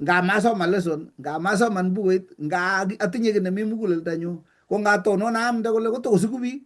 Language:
Kalenjin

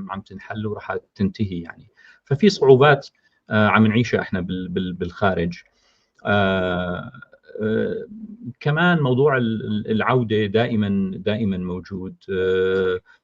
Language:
North Levantine Arabic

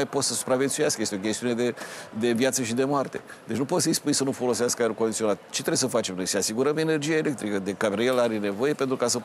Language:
Romanian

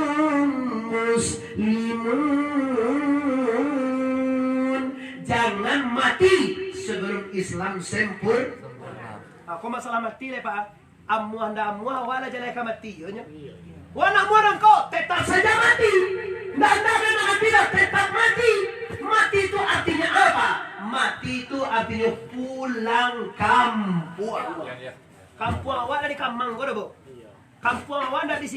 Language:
Minangkabau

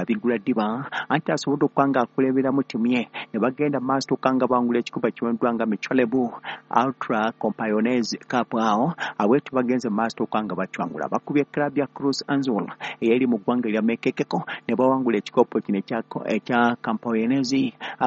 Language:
Ganda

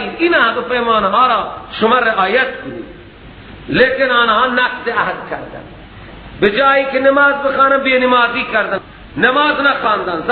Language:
Persian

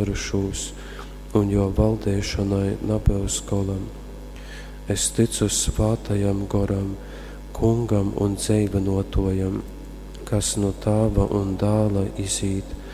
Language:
Latgalian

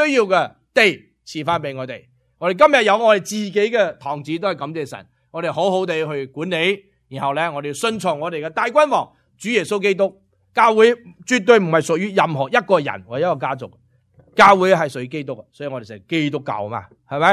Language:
Cantonese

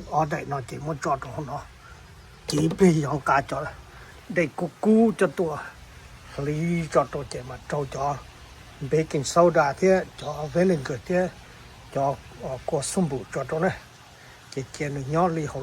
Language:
Hmong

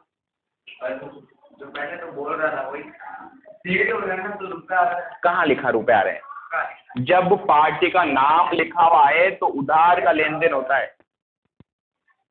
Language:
Hindi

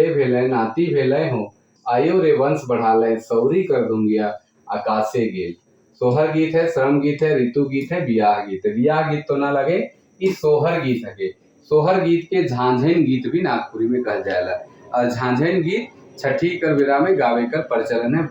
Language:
Sadri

